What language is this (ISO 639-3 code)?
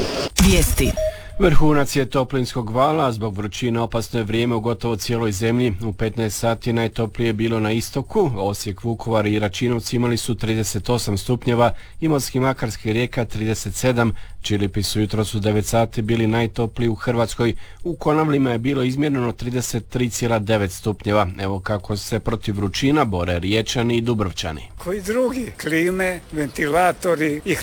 hrv